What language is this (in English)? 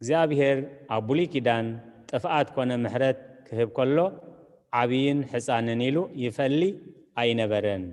Tigrinya